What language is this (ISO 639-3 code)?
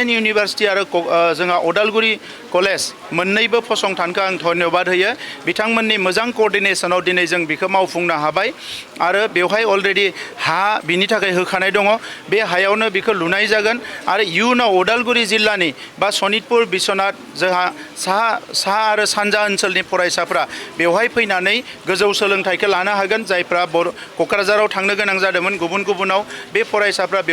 brx